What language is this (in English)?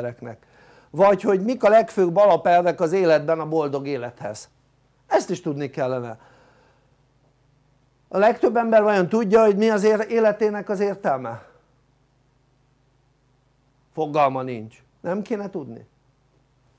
Hungarian